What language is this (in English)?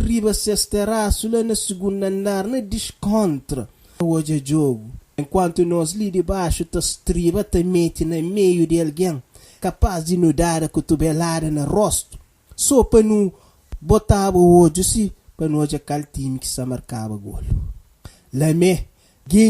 Kabuverdianu